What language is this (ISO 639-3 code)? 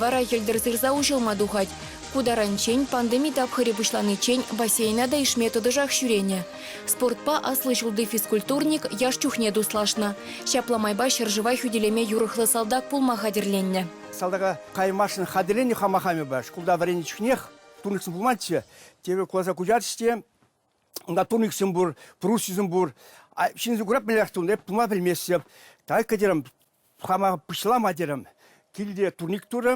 chv